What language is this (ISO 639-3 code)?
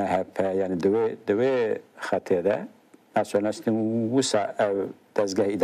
kur